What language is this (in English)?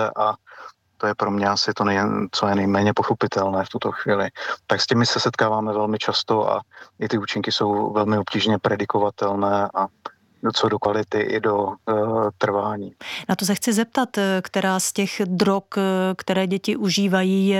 Czech